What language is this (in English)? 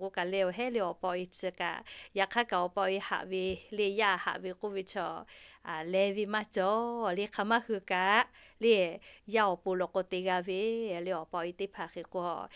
Lahu